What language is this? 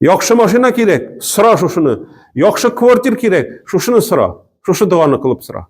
Tatar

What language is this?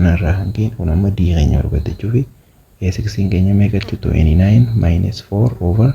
Oromo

